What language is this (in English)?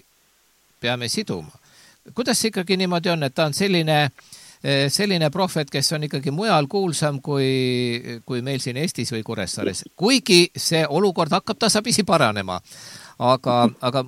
Estonian